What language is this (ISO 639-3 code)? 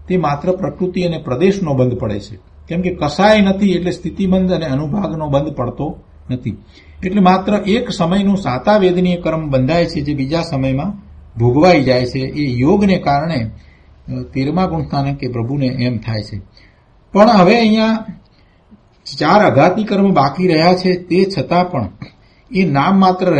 guj